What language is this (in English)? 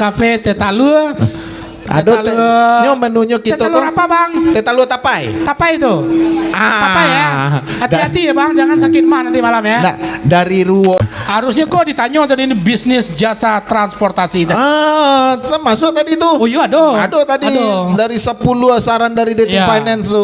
Minangkabau